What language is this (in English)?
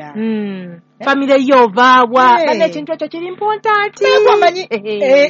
Ganda